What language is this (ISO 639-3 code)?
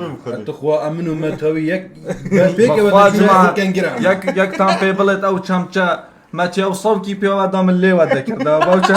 kur